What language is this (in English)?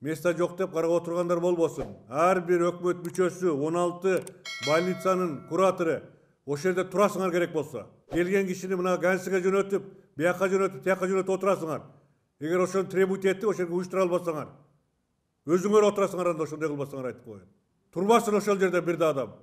Kyrgyz